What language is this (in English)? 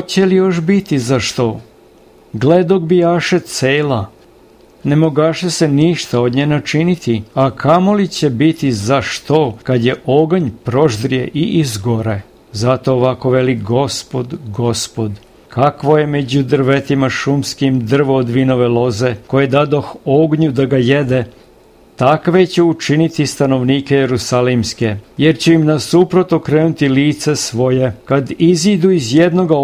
Serbian